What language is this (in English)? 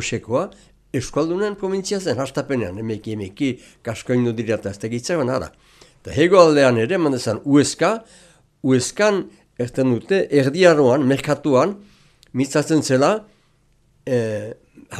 Basque